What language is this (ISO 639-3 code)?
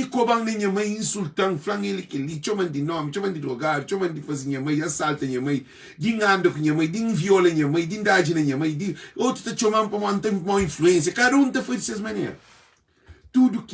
kea